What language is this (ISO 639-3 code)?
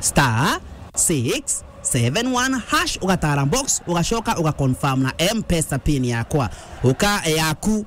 mer